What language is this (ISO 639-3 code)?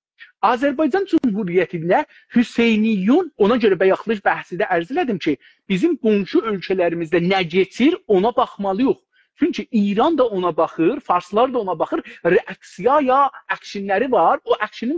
azb